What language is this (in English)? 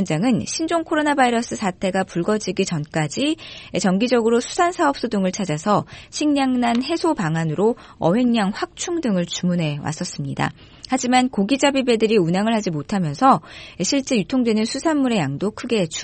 Korean